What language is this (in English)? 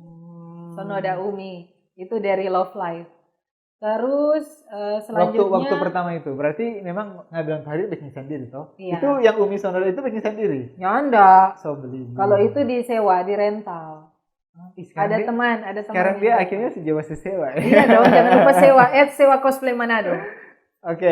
Manado Malay